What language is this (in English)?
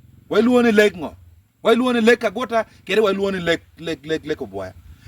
Acoli